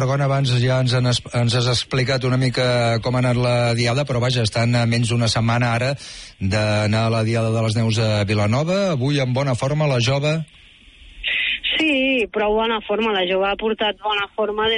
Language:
Catalan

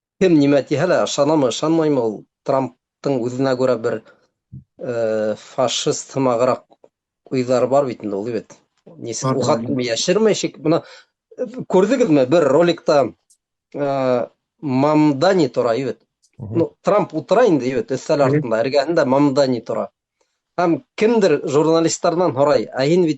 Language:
Bashkir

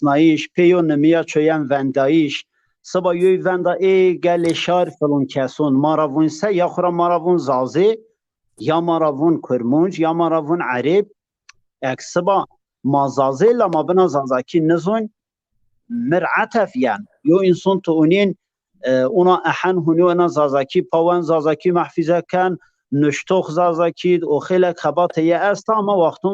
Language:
Zaza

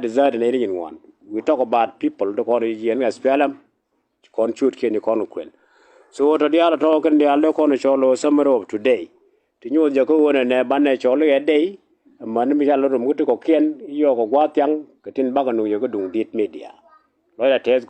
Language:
Nuer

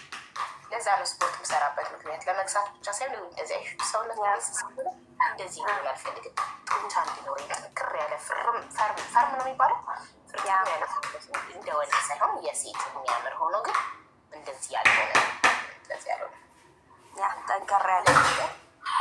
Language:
Amharic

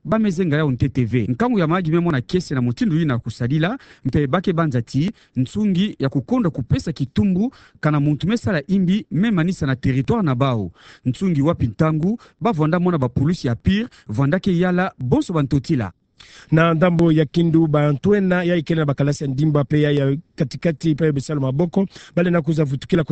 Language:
Kituba (Democratic Republic of Congo)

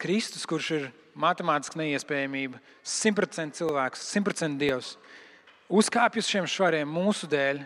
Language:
Latvian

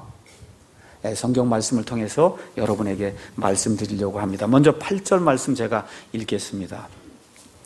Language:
Korean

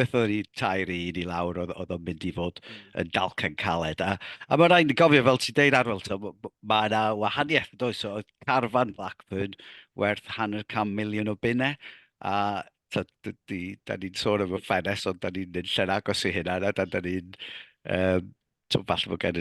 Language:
Welsh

